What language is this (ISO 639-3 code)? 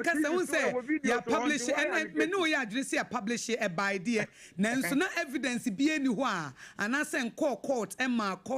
aka